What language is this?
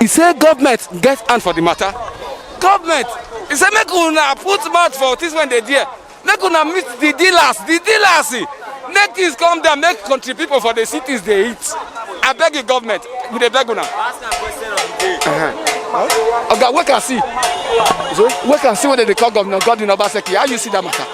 Nigerian Pidgin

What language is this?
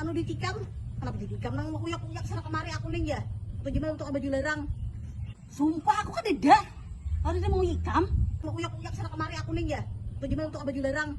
Banjar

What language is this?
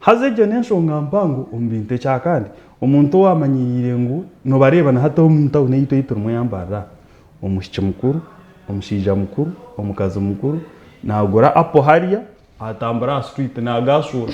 Nyankole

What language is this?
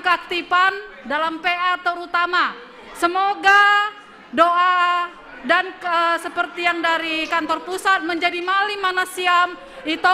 Batak Simalungun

